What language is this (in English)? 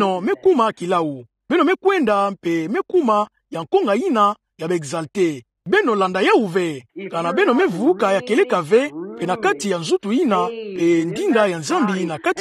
Kituba (Democratic Republic of Congo)